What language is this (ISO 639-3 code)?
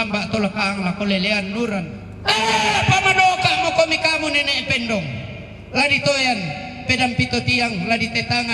sda